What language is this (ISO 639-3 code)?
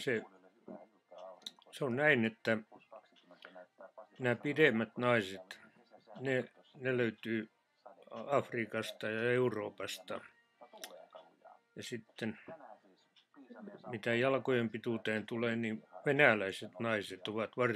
fin